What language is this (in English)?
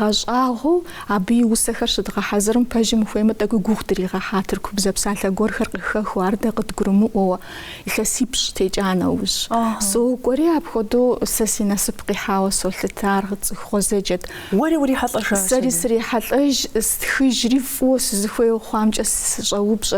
Kabardian